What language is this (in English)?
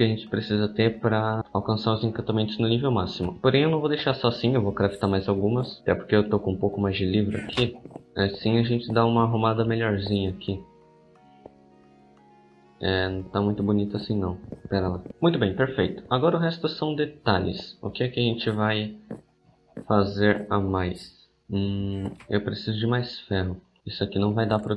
Portuguese